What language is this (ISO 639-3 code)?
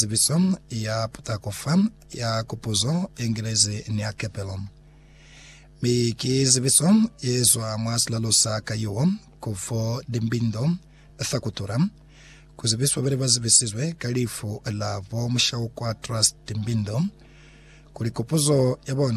loz